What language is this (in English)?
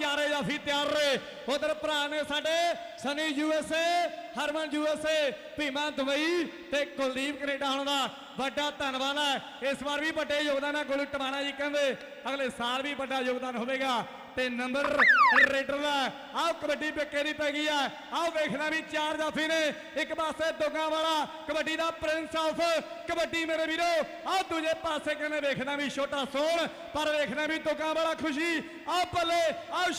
Punjabi